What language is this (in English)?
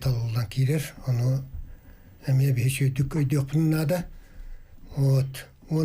Yakut